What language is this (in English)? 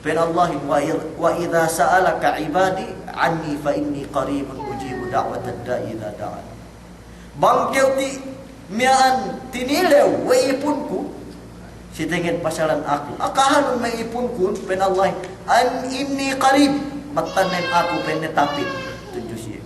Yakan